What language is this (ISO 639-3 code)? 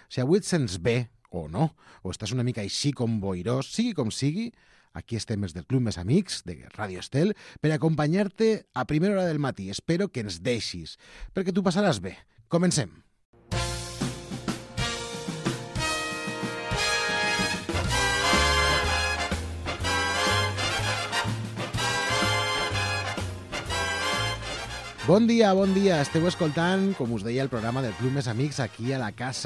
cat